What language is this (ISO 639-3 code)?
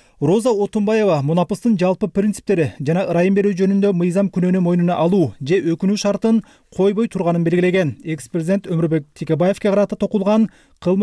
kir